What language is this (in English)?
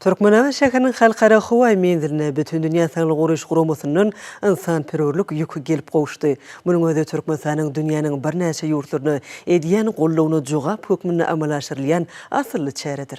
Turkmen